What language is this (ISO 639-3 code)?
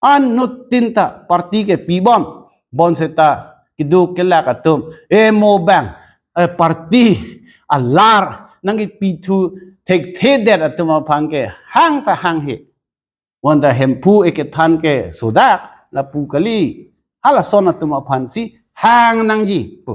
mjw